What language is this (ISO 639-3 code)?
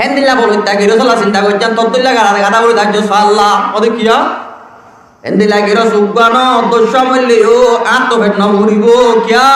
rhg